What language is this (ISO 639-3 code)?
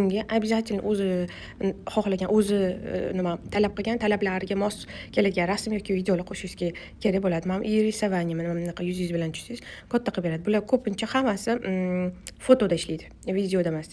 uzb